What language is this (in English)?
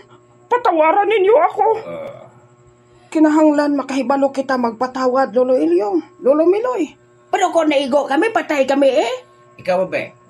Hiligaynon